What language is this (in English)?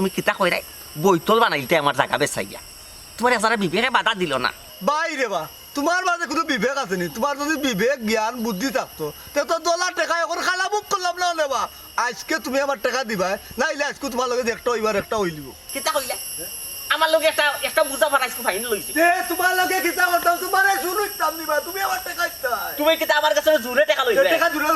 Sylheti